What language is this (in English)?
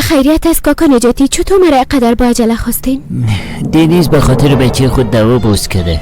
Persian